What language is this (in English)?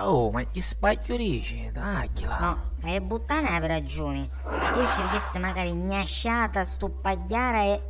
Sicilian